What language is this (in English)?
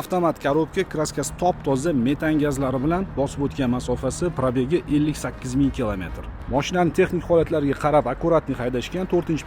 Uzbek